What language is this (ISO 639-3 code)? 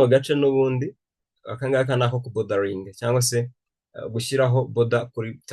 kin